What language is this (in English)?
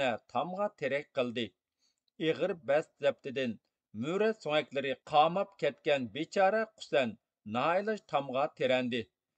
Uyghur